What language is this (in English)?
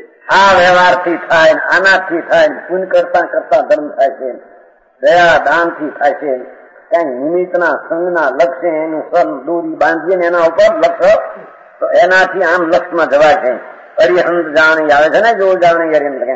Gujarati